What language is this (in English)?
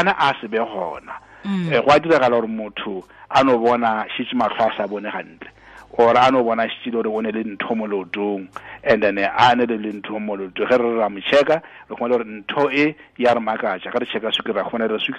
Tswana